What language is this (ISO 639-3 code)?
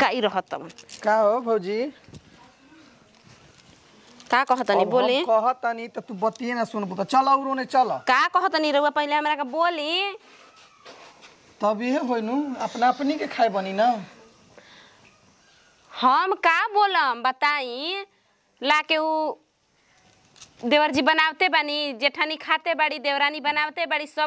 bho